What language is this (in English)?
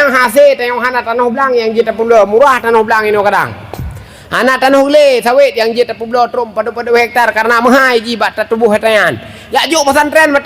Achinese